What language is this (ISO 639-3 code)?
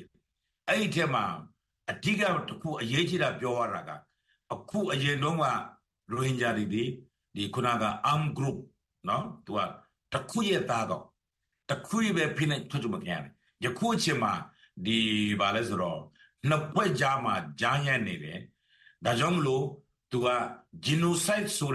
mya